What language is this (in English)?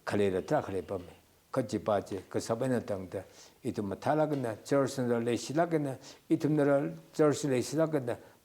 Tangkhul Naga (India)